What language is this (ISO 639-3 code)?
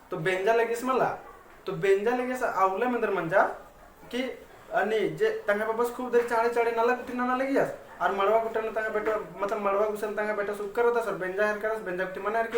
kru